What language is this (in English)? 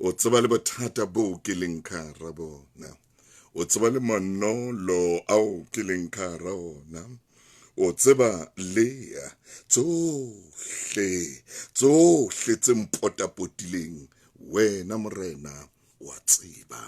Southern Sotho